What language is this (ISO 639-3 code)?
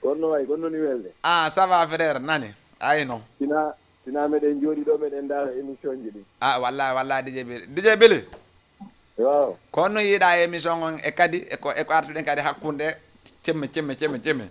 ful